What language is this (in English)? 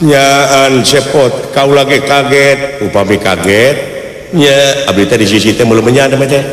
Sundanese